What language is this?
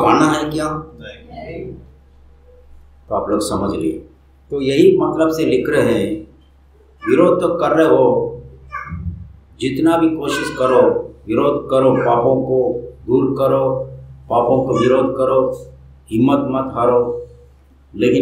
Hindi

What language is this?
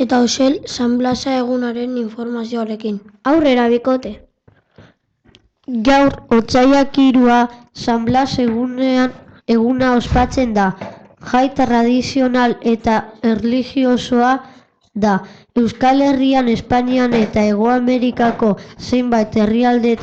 Basque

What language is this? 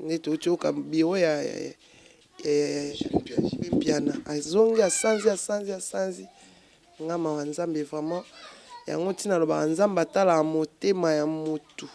Lingala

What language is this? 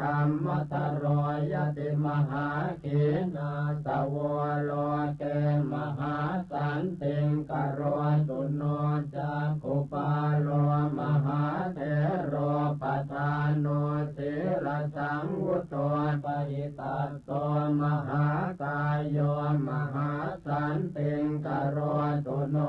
Pali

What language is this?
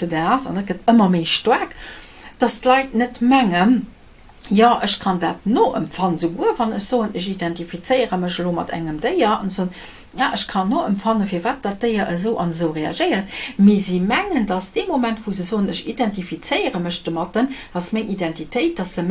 Luxembourgish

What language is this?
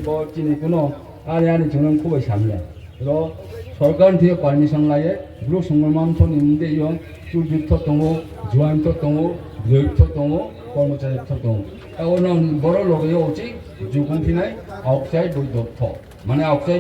Riang (India)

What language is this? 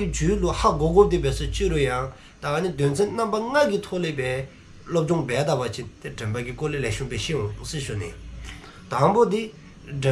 Dzongkha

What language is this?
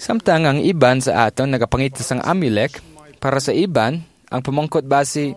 Hiligaynon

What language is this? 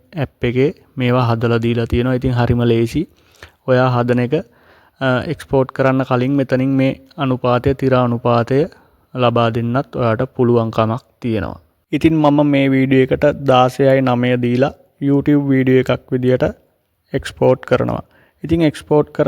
Sinhala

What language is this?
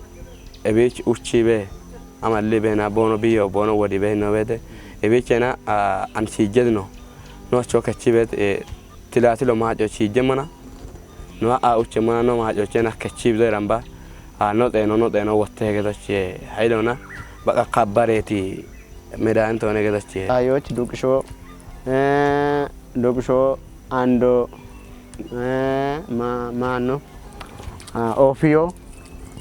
Kafa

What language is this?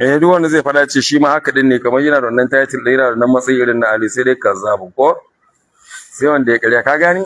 Hausa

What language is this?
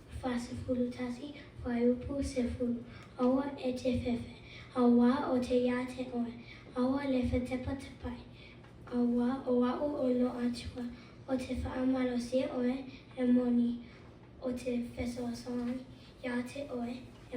Samoan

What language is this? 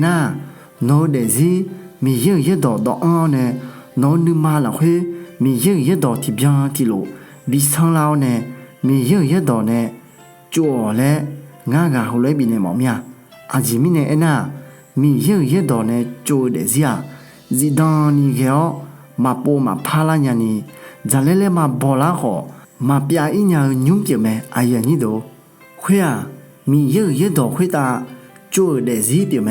Akha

